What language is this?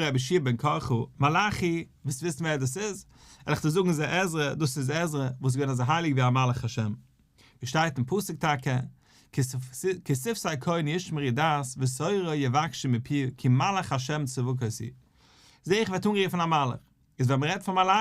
Yiddish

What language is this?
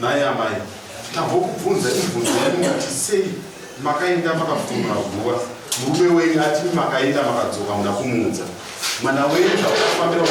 Shona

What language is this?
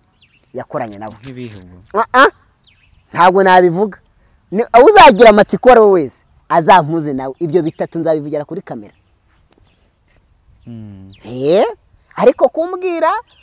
Kinyarwanda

